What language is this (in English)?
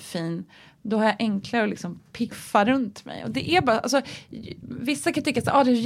Swedish